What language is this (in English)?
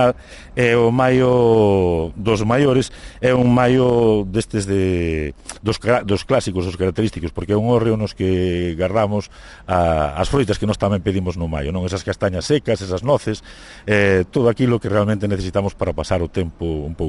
Galician